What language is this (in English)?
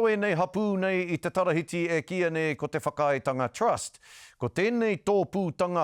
Māori